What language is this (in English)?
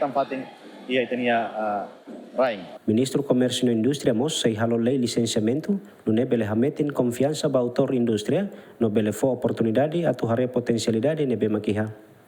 Tetum